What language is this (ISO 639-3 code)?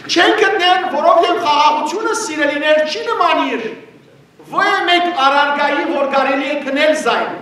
hyw